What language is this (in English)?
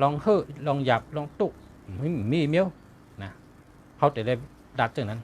Shan